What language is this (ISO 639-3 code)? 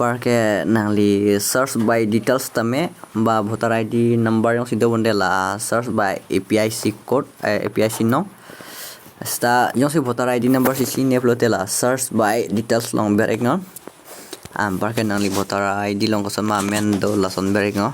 mjw